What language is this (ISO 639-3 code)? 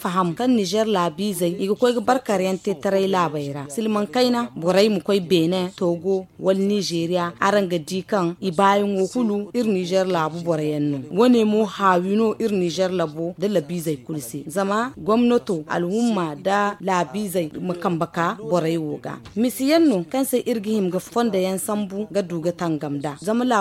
dje